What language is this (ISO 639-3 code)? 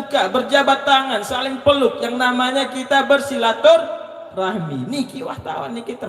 sas